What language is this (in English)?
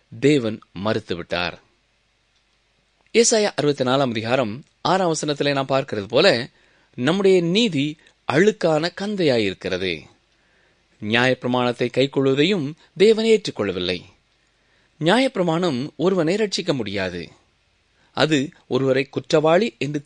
Tamil